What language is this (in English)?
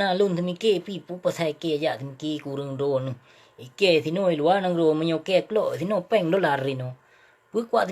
Achinese